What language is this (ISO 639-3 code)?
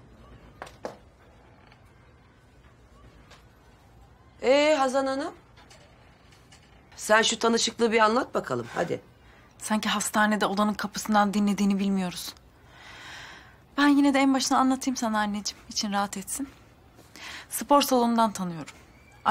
tur